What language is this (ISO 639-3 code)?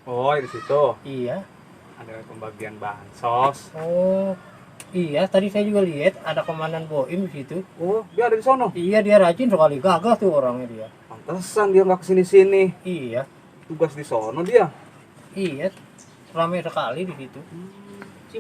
bew